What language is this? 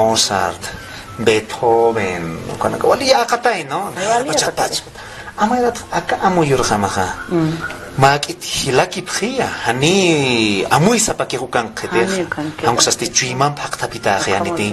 Aymara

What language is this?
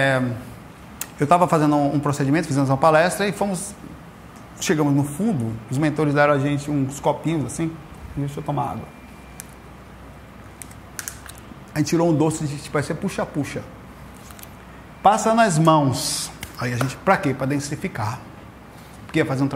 Portuguese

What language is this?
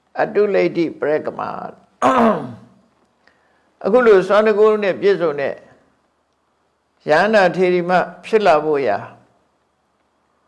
Burmese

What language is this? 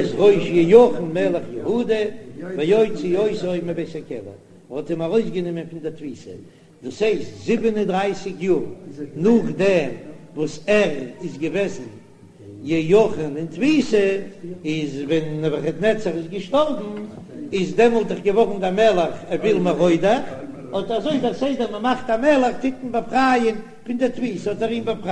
Yiddish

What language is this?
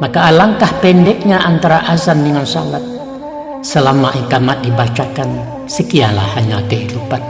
Minangkabau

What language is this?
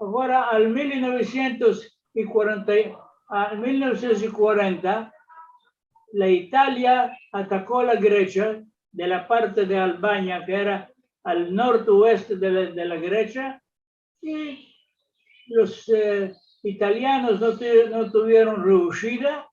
Ladino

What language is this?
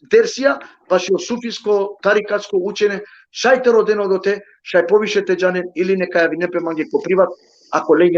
Balkan Romani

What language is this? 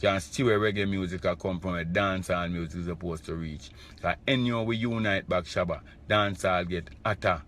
Jamaican Creole English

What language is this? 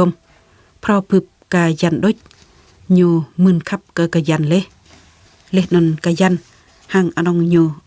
Jarai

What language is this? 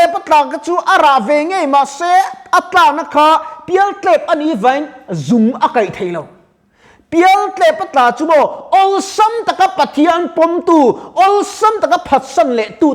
Mizo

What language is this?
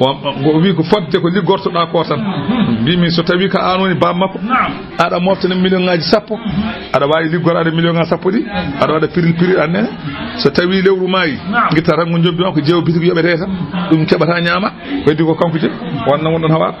Fula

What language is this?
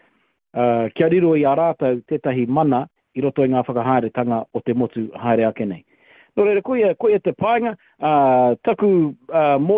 Māori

